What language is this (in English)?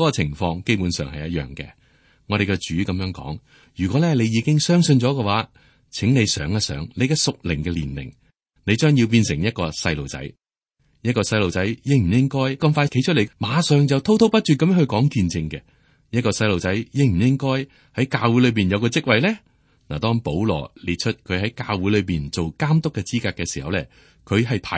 Cantonese